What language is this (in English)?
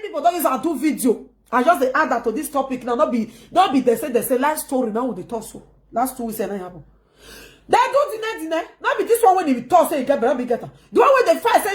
Nigerian Pidgin